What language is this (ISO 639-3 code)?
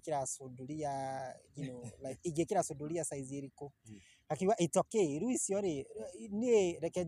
kik